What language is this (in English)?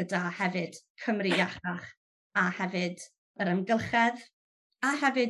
Welsh